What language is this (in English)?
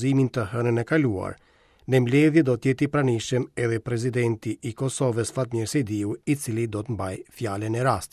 Albanian